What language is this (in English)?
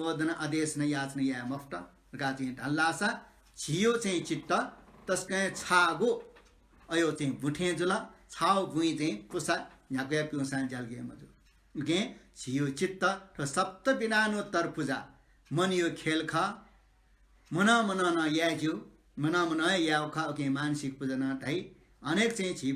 Newari